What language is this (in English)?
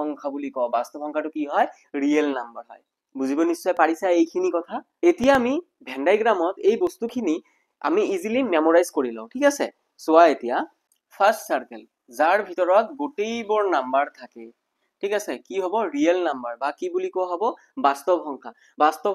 Assamese